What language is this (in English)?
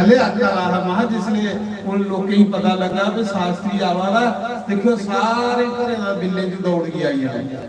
Dogri